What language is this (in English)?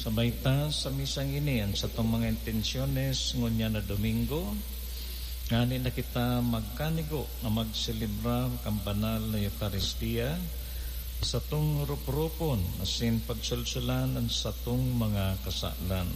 Bikol